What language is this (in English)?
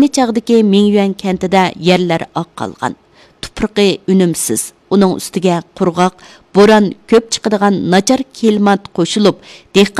Uyghur